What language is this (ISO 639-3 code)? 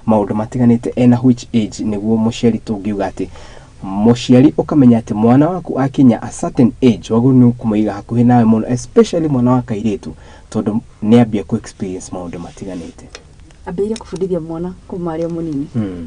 kik